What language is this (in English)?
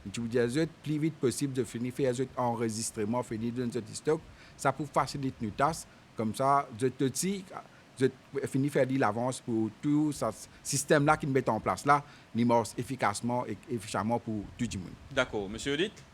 Morisyen